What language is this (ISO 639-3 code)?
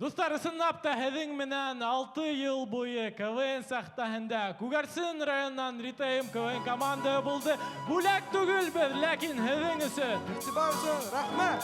bak